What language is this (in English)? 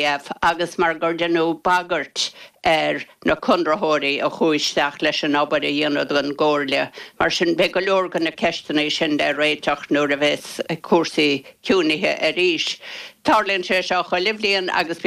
Irish